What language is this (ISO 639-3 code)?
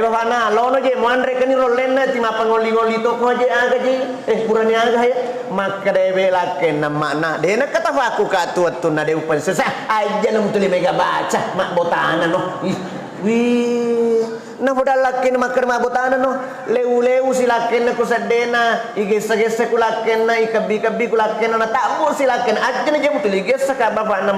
bug